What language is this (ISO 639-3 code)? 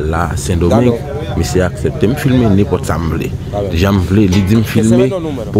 hat